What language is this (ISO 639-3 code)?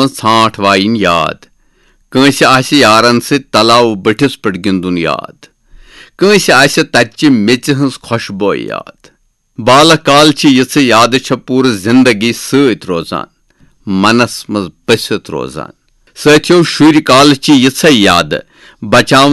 kas